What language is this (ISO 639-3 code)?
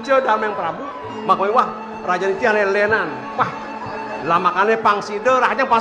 ban